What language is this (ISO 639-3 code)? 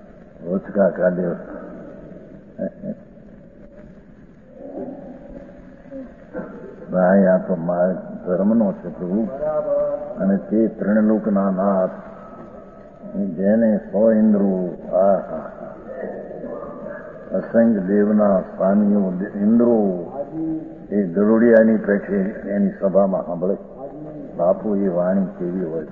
guj